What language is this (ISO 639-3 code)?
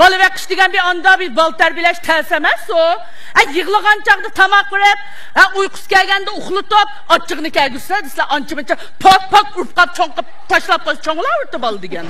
uig